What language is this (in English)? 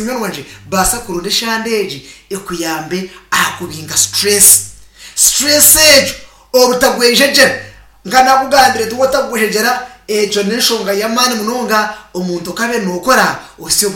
Nyankole